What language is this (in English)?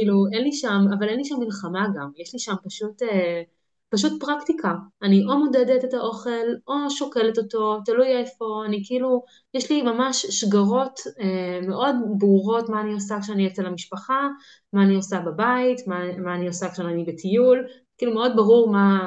Hebrew